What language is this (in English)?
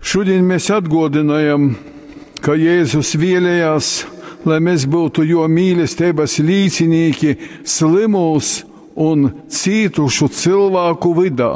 Latgalian